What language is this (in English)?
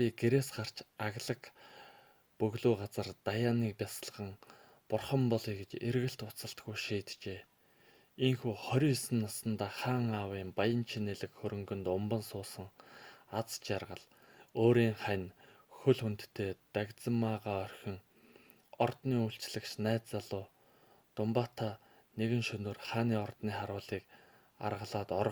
Mongolian